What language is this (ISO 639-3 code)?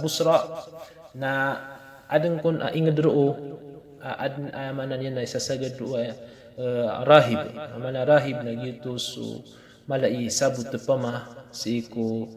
mrw